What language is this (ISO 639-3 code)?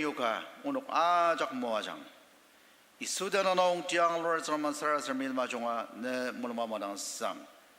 njo